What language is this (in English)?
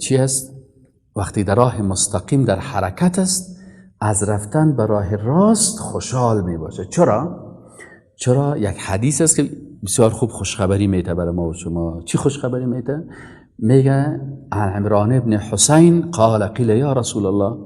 Persian